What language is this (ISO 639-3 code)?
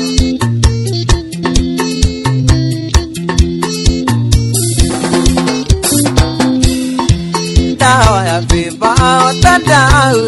kik